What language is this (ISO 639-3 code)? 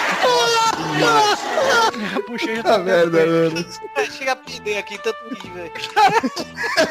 por